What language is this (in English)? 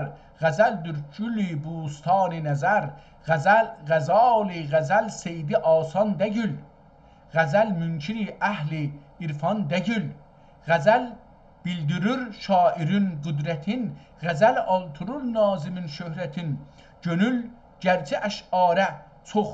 South Azerbaijani